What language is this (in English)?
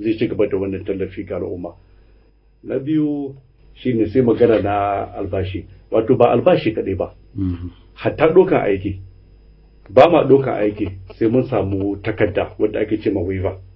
Hausa